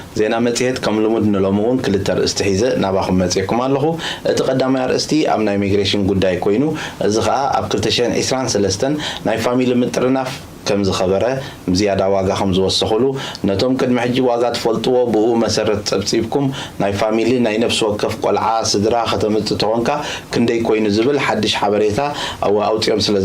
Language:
Tigrinya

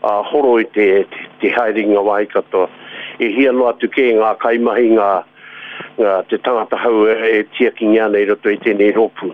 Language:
Māori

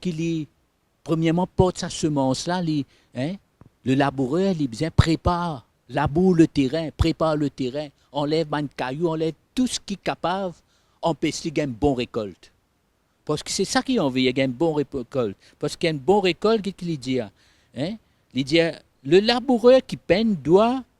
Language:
Morisyen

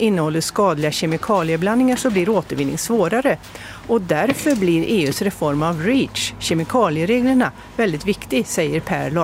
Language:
Swedish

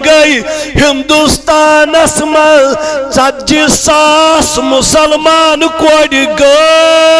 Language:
Kashmiri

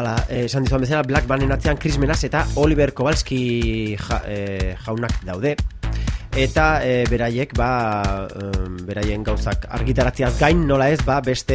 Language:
Basque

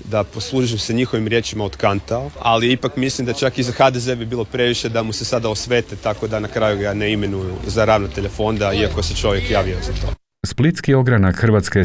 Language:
Croatian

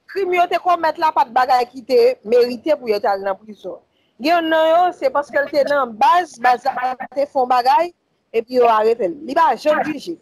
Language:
Haitian Creole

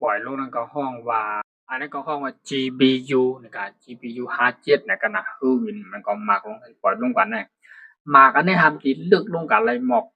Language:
Shan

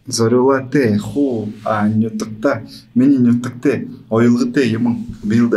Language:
Buriat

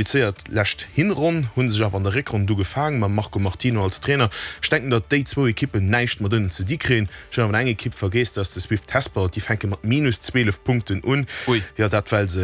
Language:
Luxembourgish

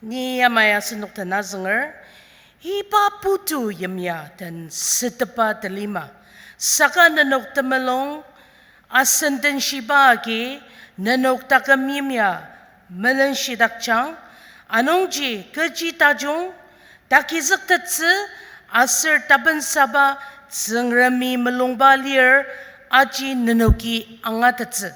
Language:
Ao Naga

